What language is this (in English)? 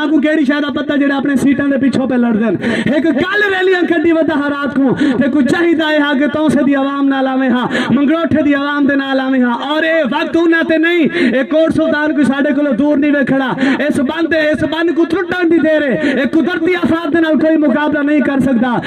Saraiki